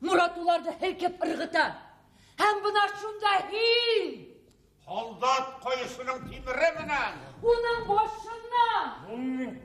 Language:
Bashkir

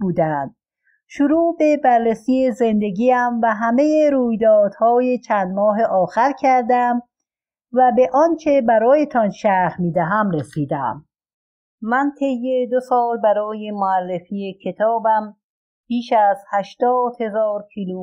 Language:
Persian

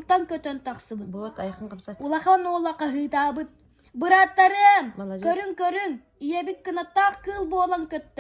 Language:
Yakut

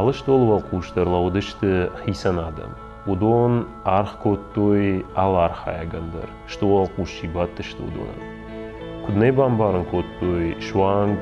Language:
Ossetic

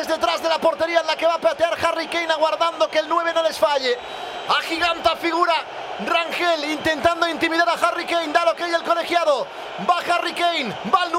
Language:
Spanish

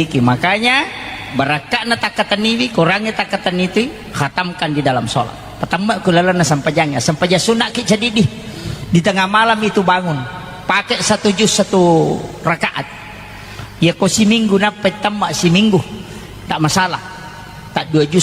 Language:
Buginese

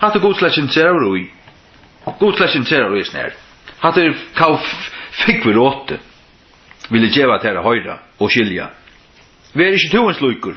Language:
Faroese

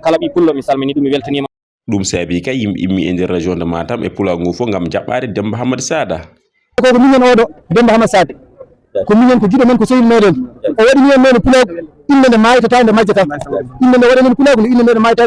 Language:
Fula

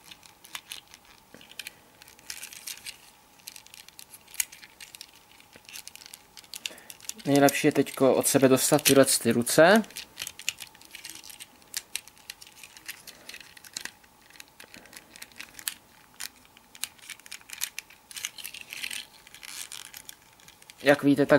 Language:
Czech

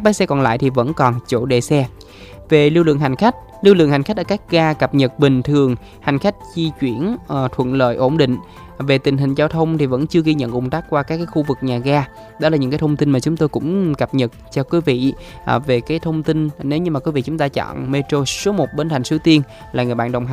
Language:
Vietnamese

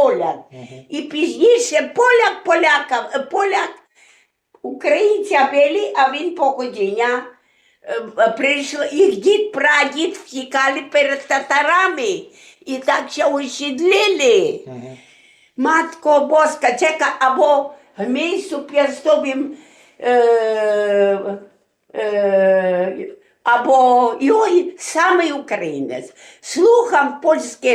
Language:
Rusyn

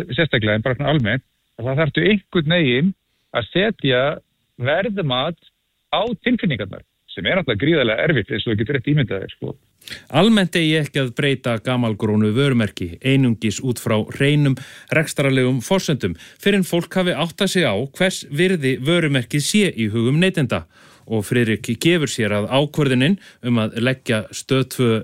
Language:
Icelandic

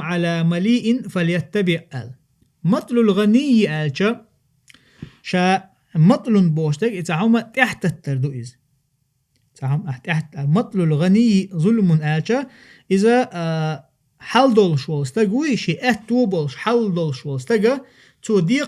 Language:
Chechen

